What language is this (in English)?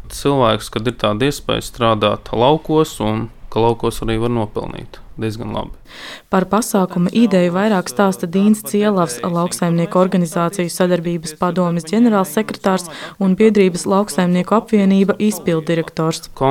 Latvian